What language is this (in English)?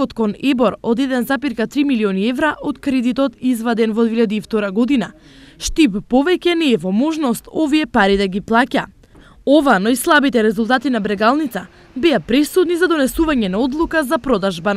Macedonian